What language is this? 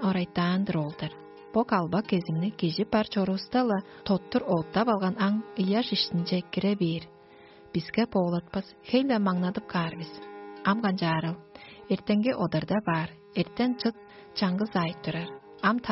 Tuvinian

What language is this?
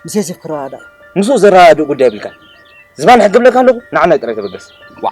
Tigrinya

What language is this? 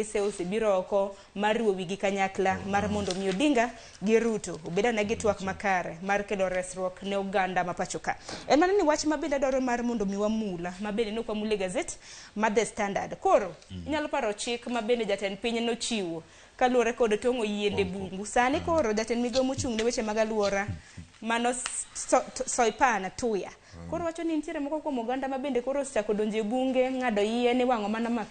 Luo (Kenya and Tanzania)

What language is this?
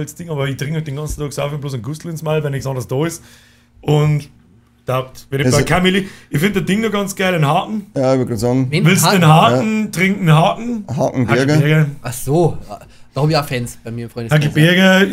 Bavarian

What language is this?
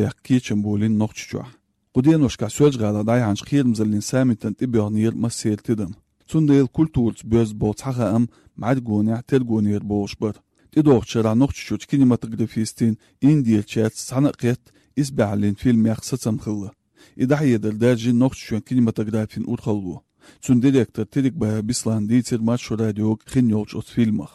Chechen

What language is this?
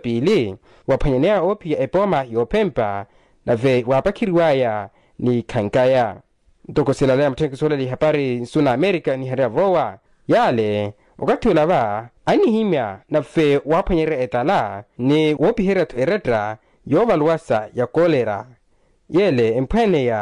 Makhuwa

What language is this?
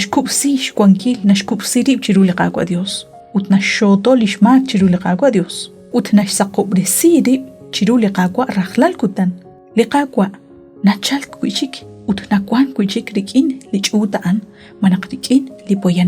Kekchí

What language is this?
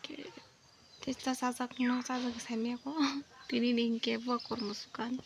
Kok Borok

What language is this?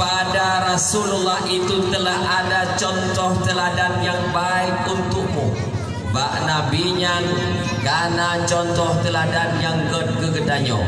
Achinese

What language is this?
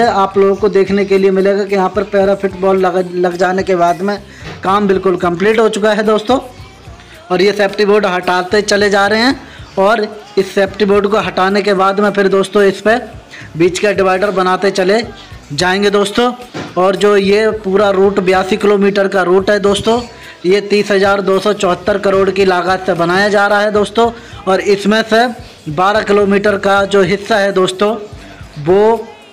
Hindi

